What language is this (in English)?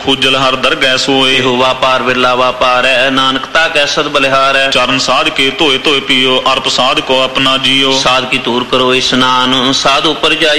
Punjabi